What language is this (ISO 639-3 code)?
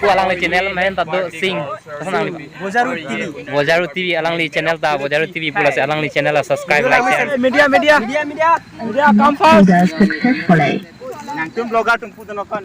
mjw